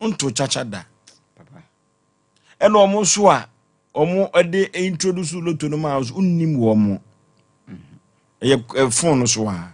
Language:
Akan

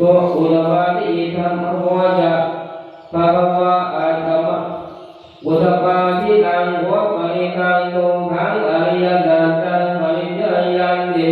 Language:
Pali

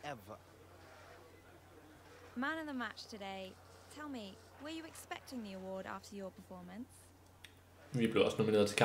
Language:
Danish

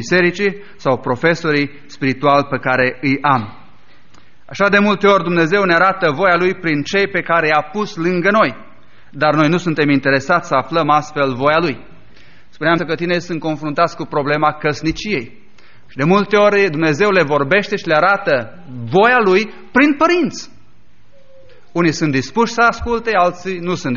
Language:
Romanian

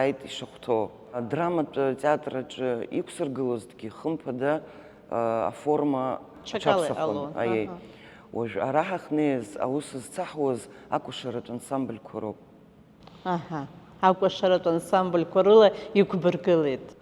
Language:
Abkhazian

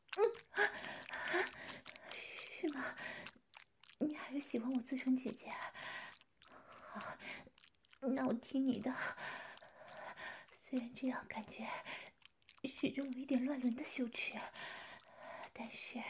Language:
Chinese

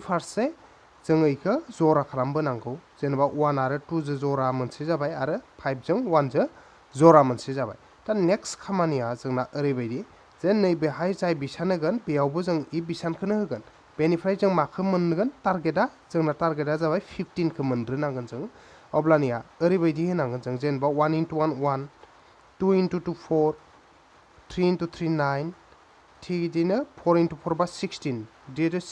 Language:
Bodo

